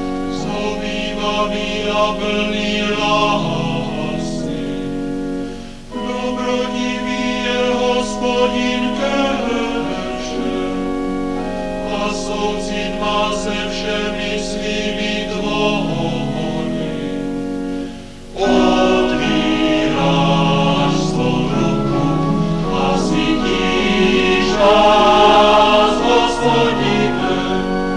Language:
Czech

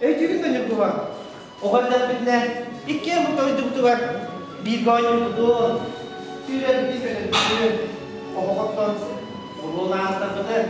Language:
Yakut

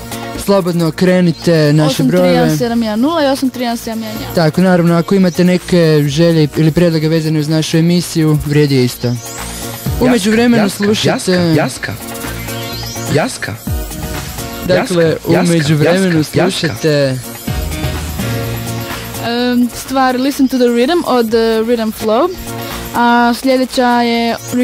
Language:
Croatian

